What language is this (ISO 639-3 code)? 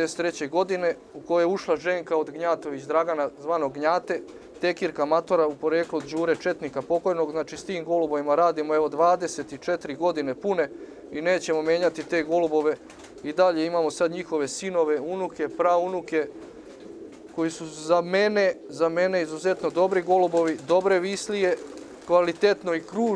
srp